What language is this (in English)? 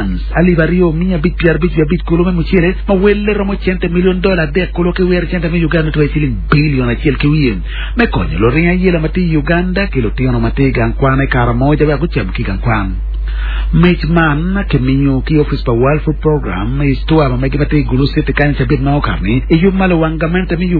Acoli